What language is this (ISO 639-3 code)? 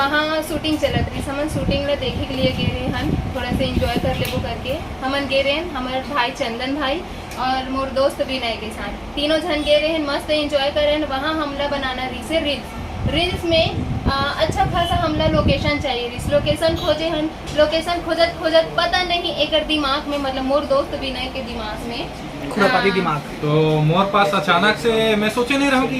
hne